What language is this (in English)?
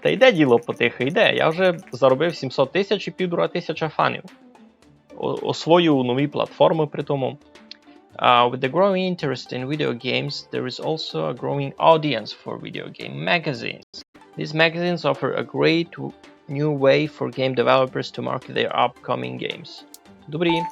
Rusyn